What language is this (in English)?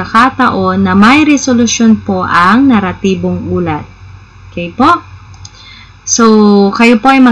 Filipino